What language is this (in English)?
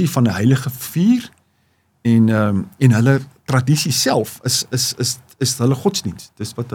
Afrikaans